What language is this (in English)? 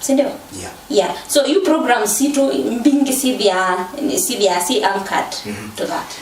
Kamba